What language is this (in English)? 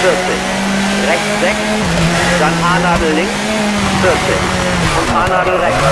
Bavarian